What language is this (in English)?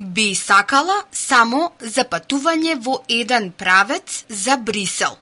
Macedonian